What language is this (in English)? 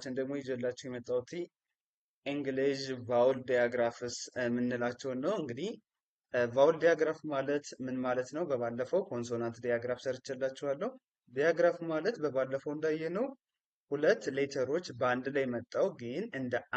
Amharic